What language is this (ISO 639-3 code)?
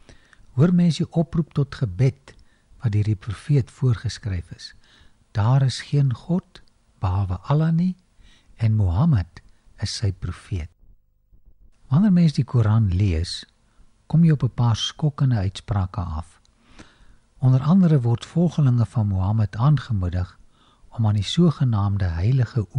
afr